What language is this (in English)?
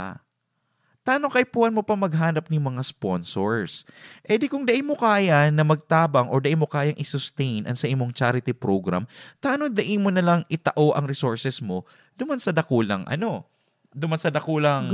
Bikol